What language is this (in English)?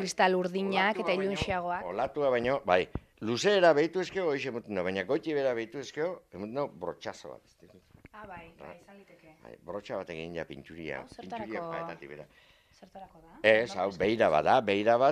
Basque